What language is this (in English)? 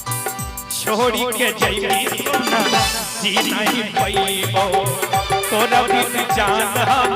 Magahi